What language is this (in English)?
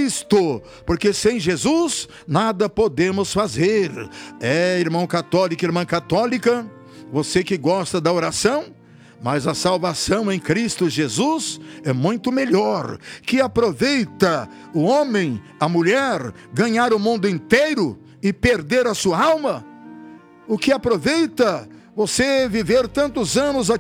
Portuguese